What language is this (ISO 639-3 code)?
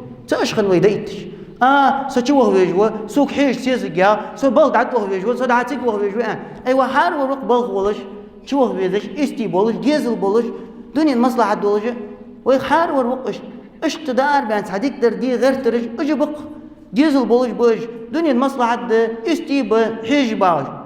inh